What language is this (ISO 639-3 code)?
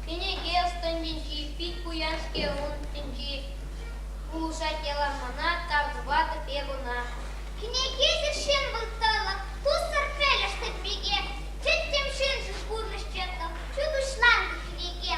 chv